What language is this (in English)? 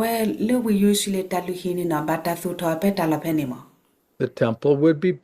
S'gaw Karen